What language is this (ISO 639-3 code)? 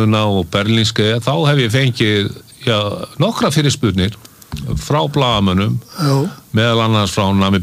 isl